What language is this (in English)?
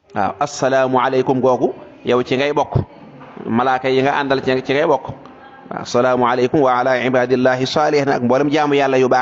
Wolof